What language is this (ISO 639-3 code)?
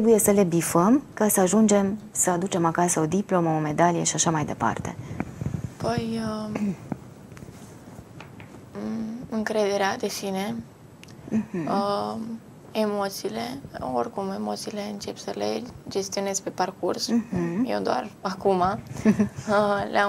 ron